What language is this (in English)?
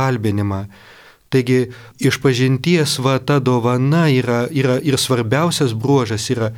Lithuanian